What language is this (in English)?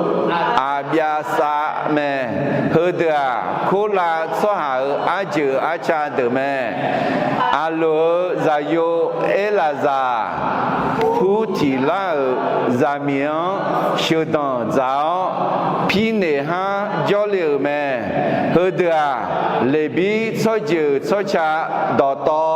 Akha